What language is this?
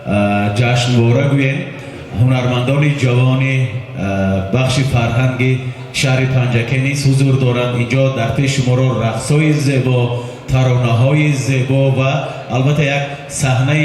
Tajik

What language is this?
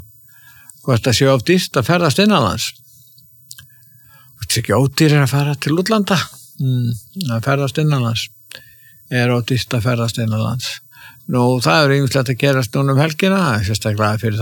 Icelandic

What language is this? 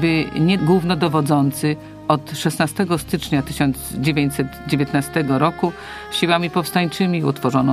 Polish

